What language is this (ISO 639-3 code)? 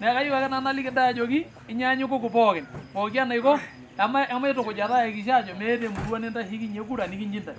mas